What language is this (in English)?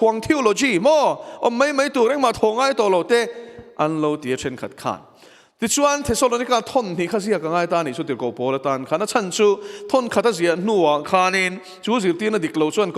Mizo